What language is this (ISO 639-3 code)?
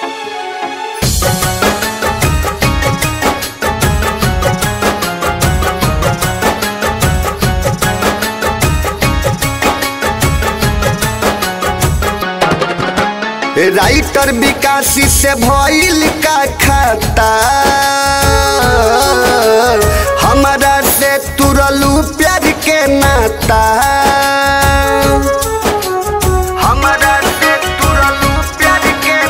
bho